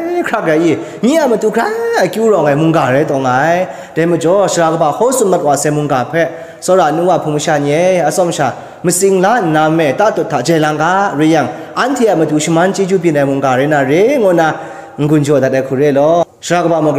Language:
Kachin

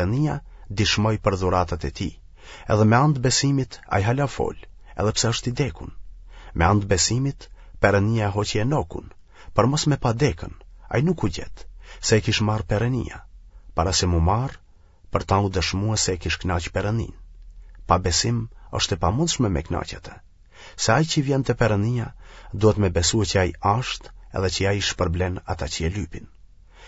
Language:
Albanian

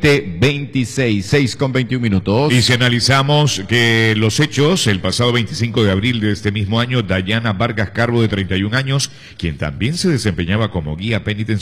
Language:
Spanish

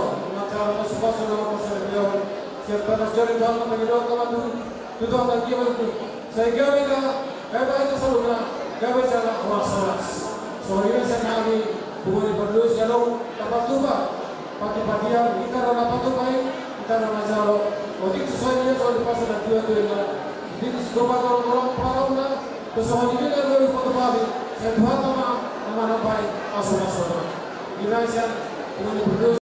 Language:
Batak Toba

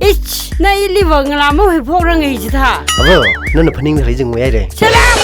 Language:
Tangkhul Naga (India)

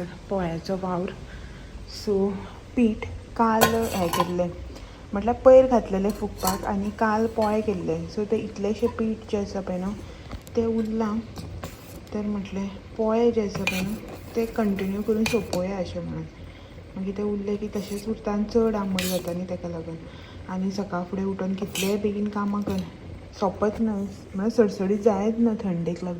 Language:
Konkani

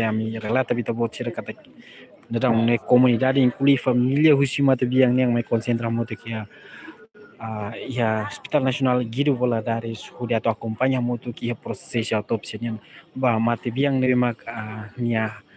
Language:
Tetum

